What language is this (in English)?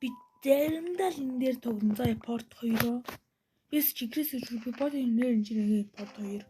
Mongolian